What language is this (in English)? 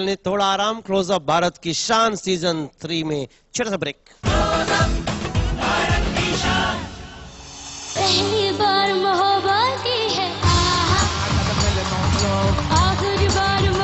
Hindi